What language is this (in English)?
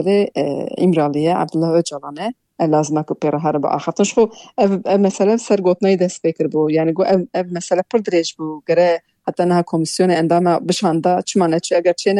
Kurdish